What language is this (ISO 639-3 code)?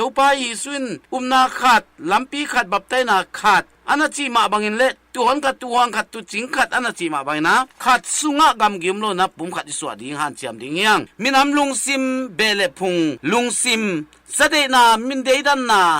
ctd